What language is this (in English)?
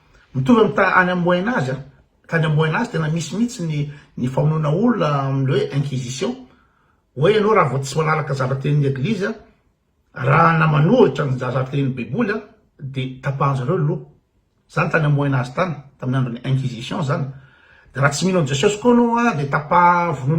Malagasy